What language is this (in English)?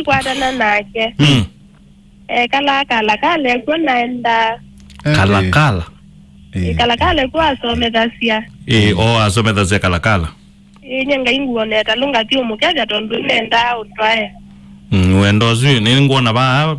Kamba